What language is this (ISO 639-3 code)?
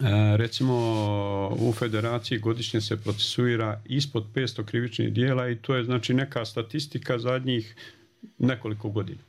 bos